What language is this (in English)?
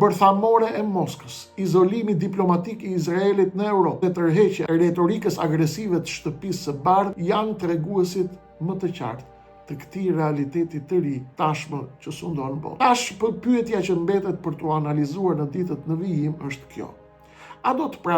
Albanian